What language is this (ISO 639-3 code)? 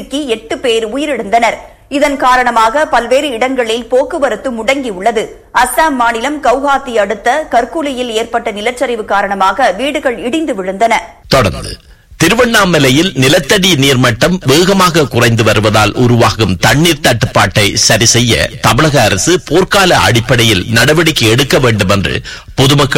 tam